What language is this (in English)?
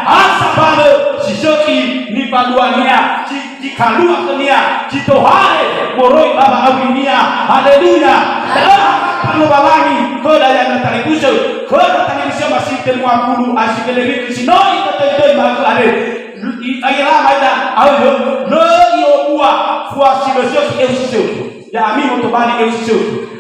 Nias